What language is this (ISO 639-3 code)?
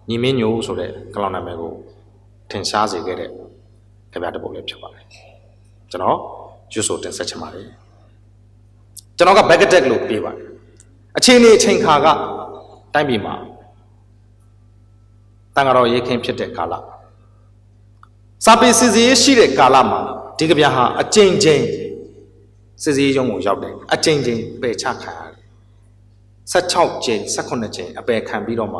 mya